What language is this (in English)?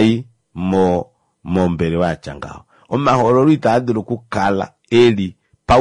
Kuanyama